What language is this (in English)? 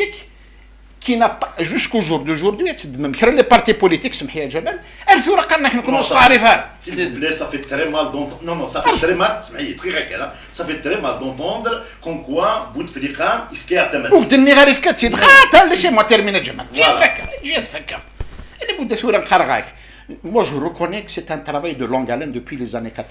Kabyle